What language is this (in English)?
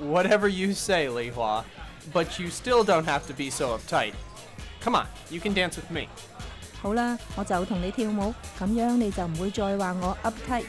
Cantonese